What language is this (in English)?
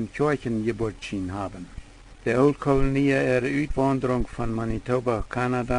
Plautdietsch